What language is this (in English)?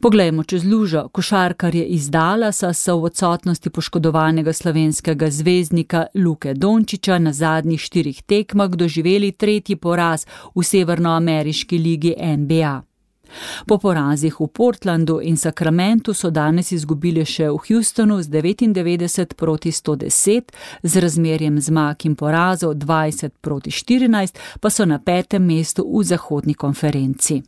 Slovenian